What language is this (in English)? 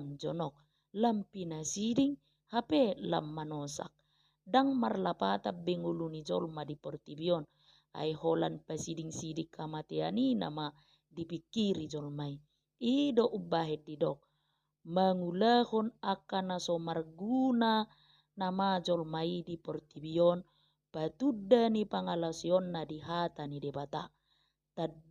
Batak Toba